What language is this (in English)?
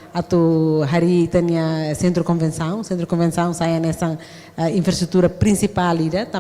Tetum